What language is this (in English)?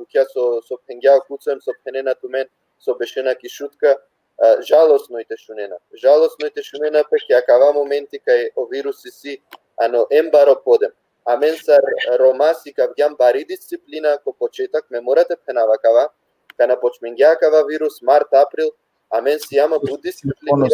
Balkan Romani